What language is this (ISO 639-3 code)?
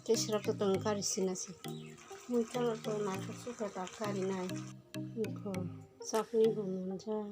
trp